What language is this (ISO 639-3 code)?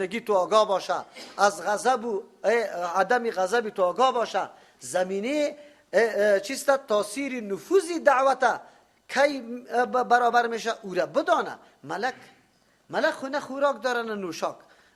fas